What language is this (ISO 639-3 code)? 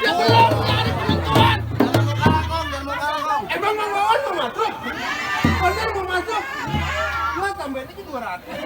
bew